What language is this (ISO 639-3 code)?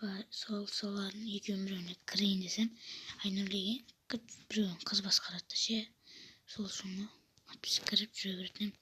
kaz